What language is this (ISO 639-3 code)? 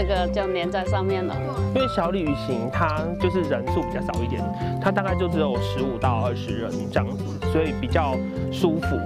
zho